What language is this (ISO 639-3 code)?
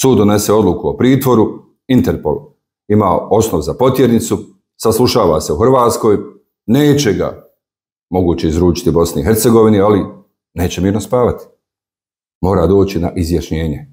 bos